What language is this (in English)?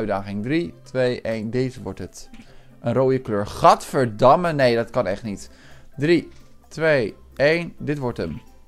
Dutch